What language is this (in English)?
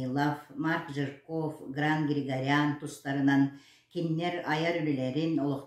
Yakut